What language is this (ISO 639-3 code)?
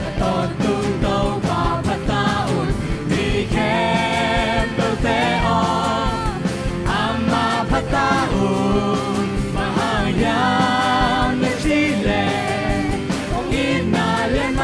ctd